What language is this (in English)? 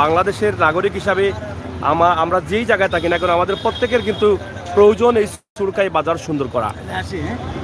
Sylheti